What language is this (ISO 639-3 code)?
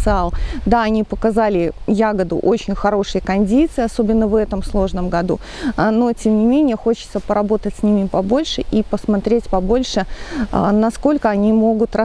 rus